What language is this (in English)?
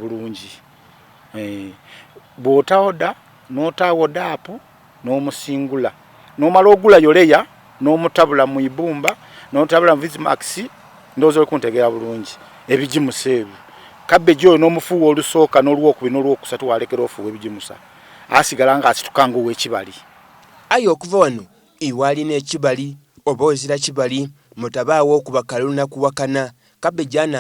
Soga